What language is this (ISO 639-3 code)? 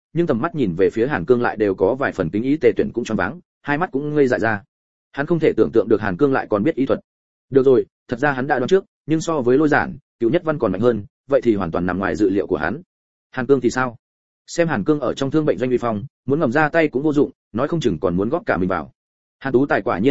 vie